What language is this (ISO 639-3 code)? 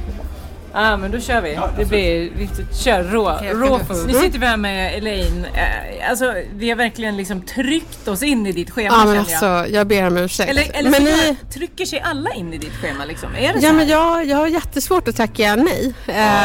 swe